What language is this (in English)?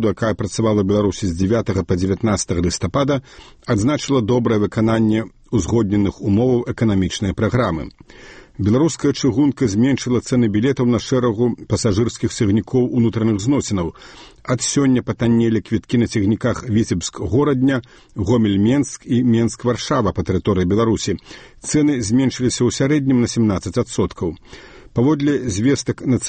Belarusian